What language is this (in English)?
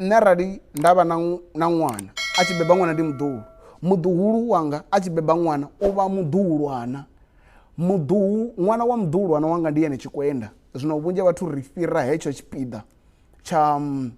Venda